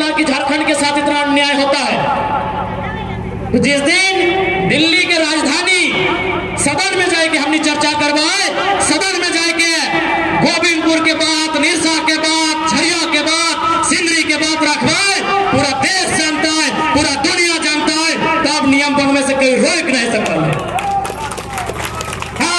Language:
Hindi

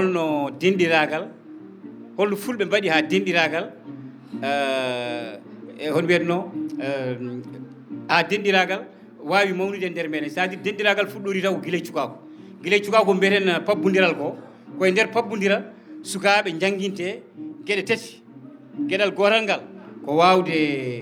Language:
Fula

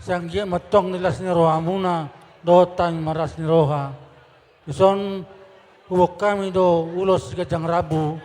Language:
Batak Toba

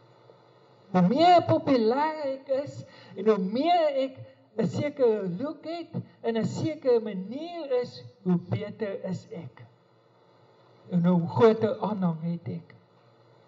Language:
Afrikaans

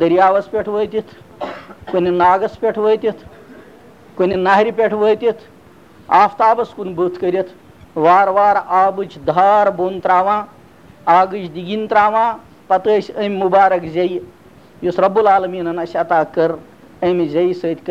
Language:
Kashmiri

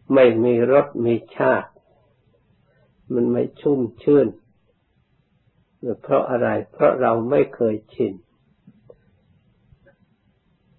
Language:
Thai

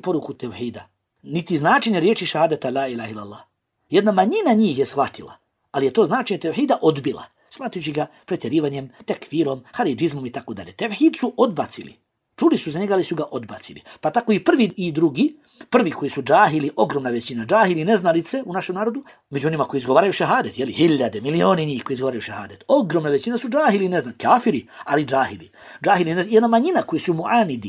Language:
Bosnian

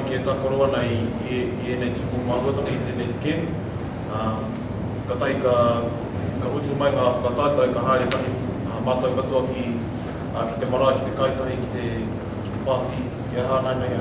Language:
Māori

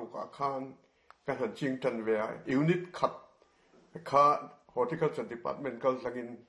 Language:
Mizo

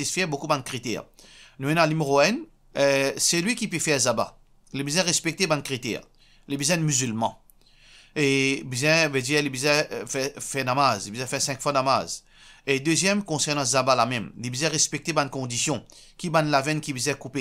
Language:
Morisyen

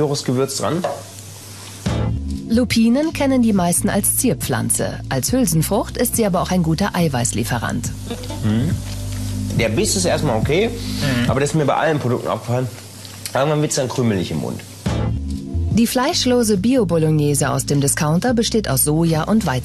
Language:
German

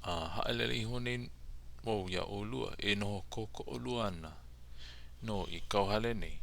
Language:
Hawaiian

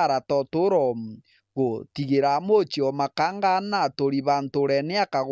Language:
Meru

